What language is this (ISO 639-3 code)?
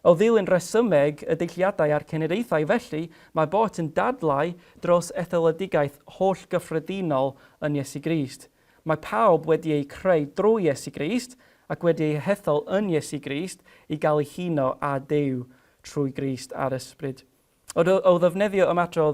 cym